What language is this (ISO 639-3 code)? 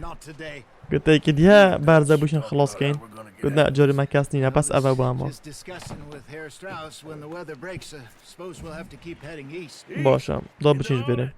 kur